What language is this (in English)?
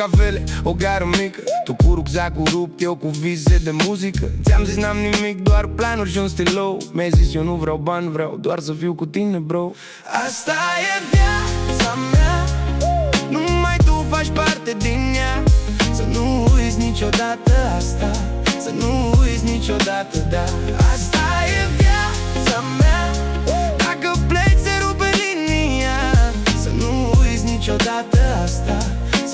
Romanian